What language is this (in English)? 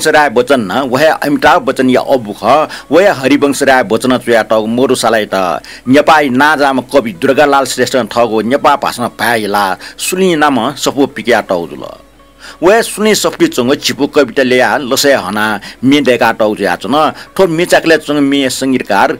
Newari